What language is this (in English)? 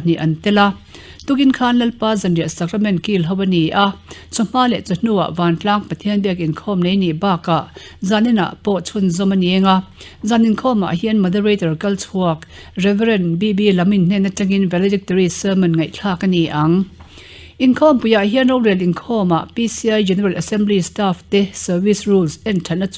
Mizo